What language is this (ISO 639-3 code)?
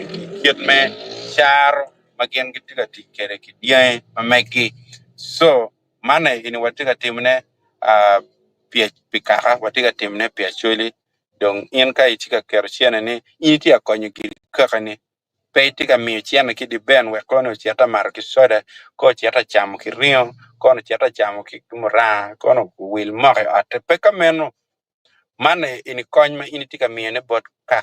ach